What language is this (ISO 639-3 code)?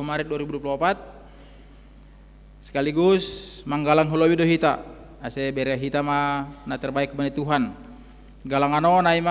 bts